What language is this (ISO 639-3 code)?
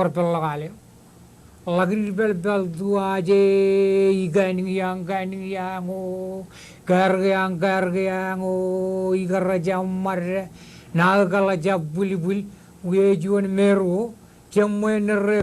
mah